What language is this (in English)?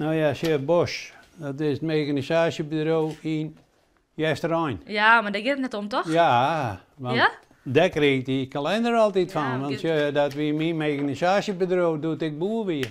Western Frisian